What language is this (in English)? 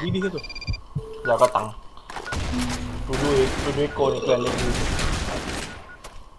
Malay